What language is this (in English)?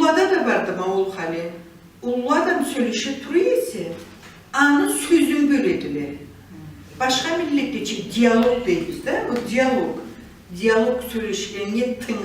Karachay-Balkar